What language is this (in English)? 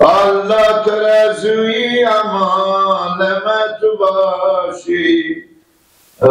Persian